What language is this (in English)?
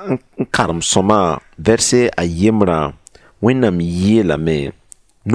Mossi